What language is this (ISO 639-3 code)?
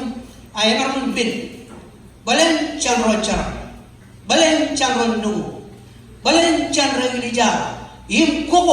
mah